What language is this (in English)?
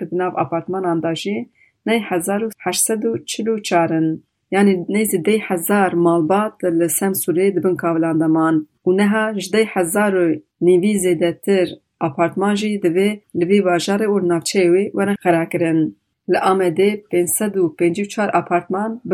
Kurdish